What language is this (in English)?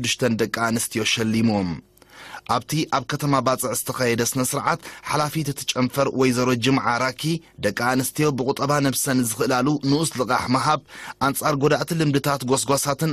Tigrinya